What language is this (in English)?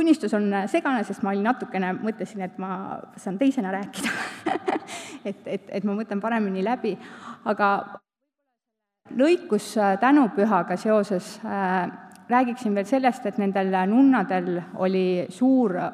Estonian